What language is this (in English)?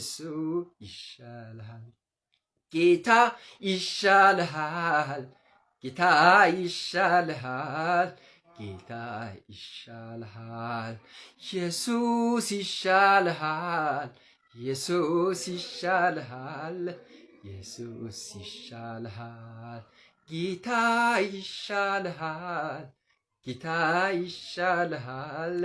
Amharic